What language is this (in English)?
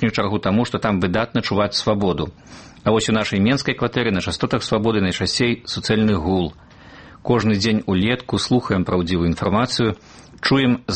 Belarusian